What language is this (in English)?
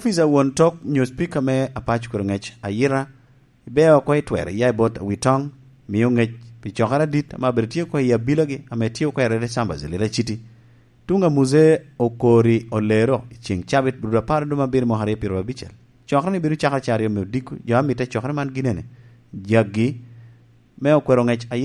Lango (Uganda)